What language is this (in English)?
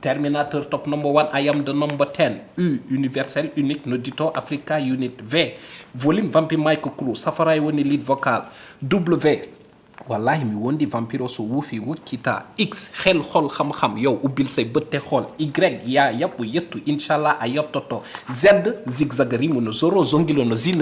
Fula